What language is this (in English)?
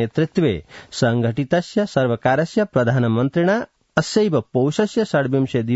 Sanskrit